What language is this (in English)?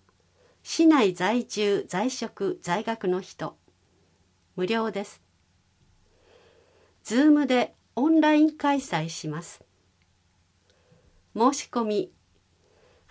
Japanese